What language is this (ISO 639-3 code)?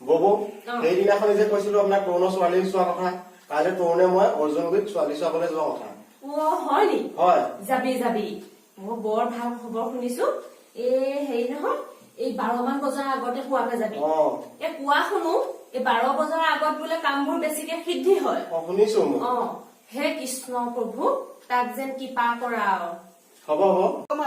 asm